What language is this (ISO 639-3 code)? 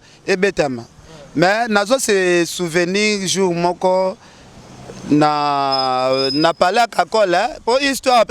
lin